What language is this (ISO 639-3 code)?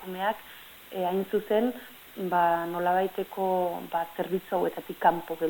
eus